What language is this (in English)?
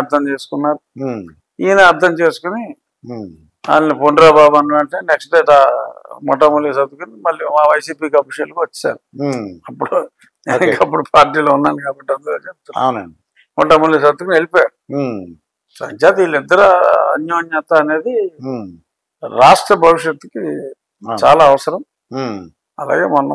Telugu